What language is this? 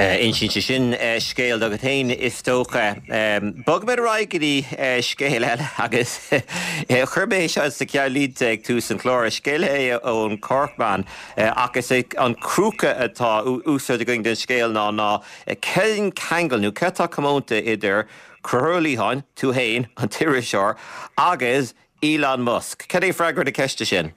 Irish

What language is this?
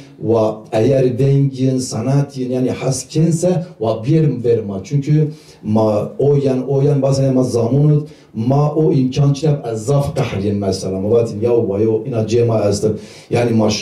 Zaza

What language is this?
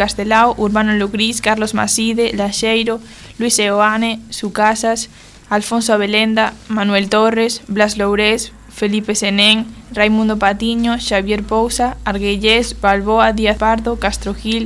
Galician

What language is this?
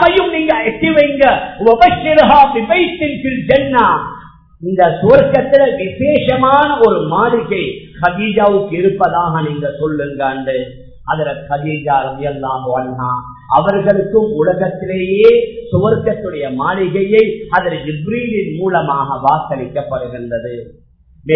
Tamil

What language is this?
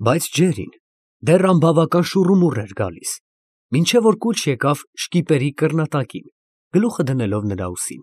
Armenian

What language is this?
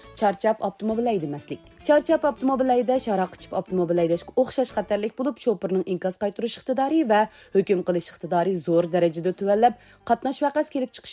Uyghur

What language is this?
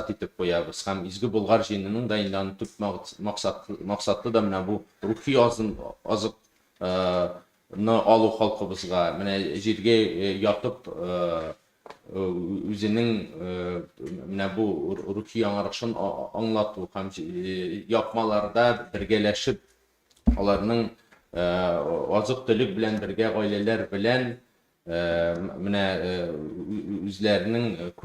Tatar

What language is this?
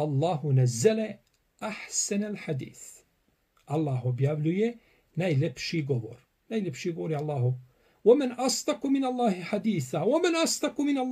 Bosnian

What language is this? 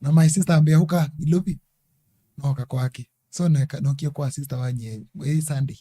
Kamba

